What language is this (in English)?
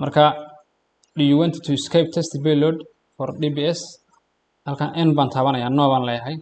Somali